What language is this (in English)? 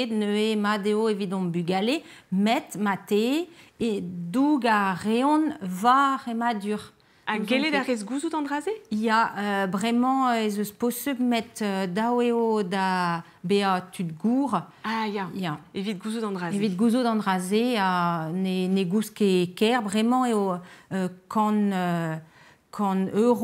Breton